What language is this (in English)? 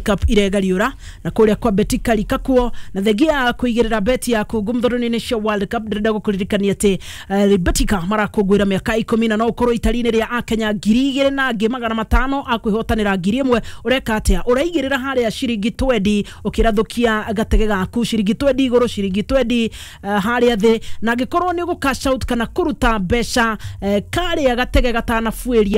Kikuyu